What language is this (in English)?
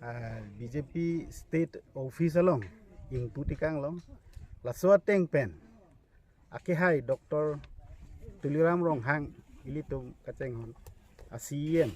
Karbi